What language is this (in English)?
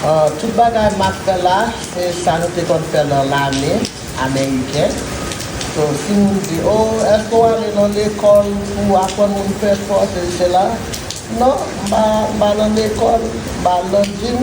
Haitian Creole